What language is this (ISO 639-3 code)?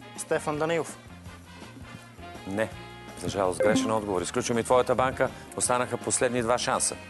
bul